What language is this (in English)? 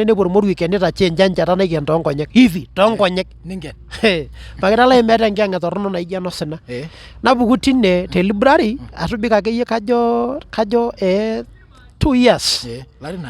Masai